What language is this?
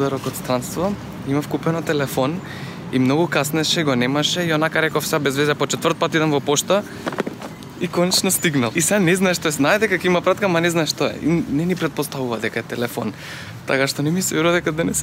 Macedonian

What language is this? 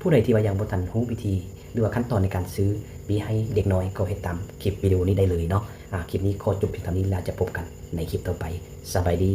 Lao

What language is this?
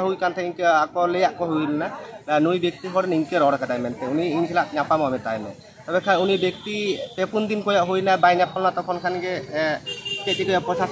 Santali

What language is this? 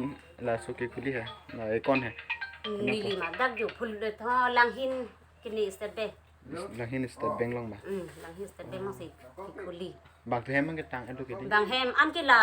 Karbi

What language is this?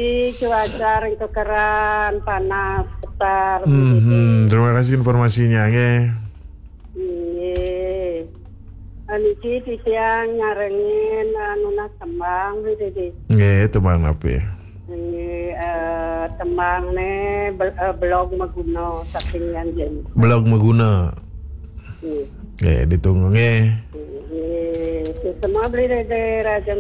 Balinese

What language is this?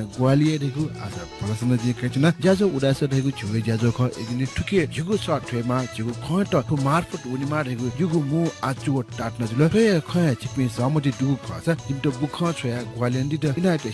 Newari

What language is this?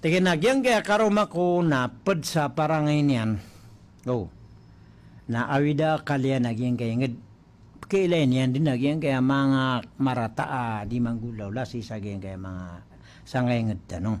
Maranao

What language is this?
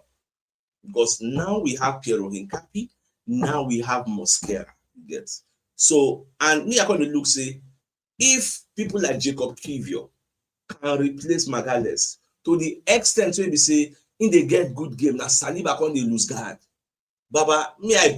Nigerian Pidgin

